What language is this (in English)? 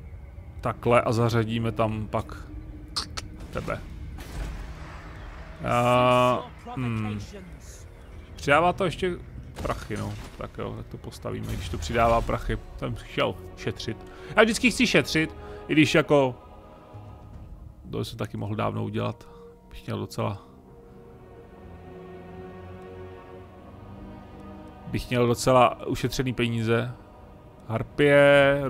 Czech